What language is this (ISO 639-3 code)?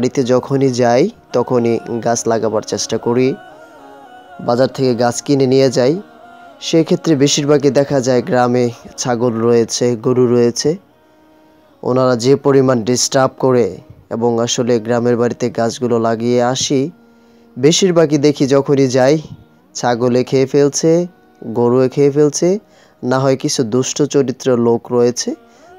ben